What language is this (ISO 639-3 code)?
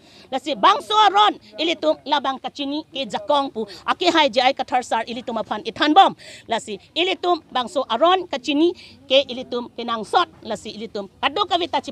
mjw